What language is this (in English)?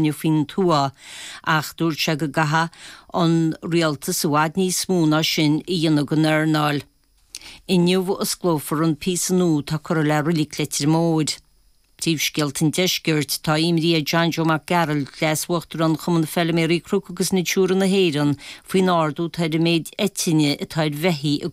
Irish